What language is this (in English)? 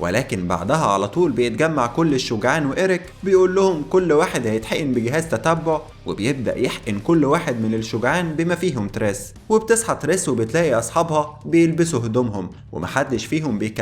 Egyptian Arabic